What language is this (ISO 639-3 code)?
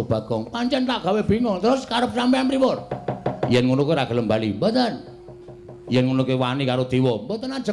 jav